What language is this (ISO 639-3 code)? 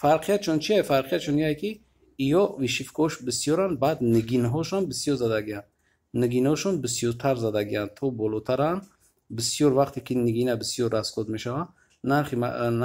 tgk